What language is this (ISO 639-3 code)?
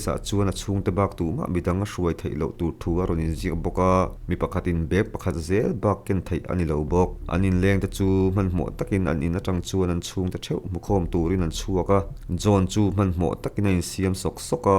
lus